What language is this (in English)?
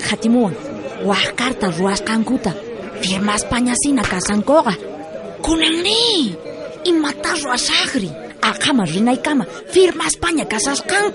South Bolivian Quechua